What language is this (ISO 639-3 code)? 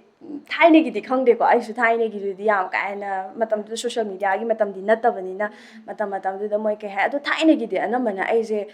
mni